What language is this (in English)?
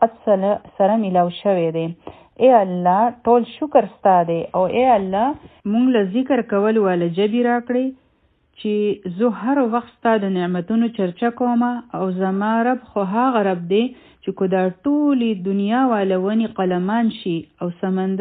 Pashto